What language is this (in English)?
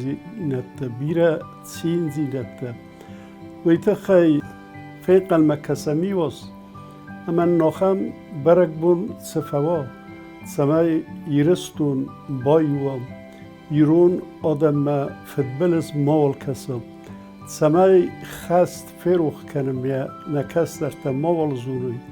Ossetic